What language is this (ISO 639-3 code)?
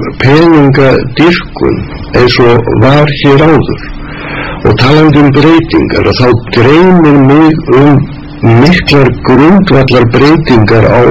isl